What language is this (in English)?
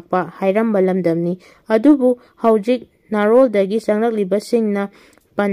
Manipuri